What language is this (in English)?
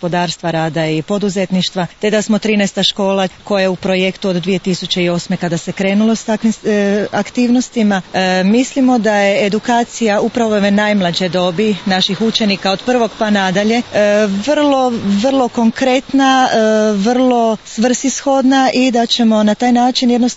Croatian